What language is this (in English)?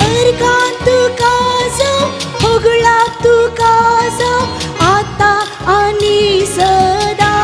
Konkani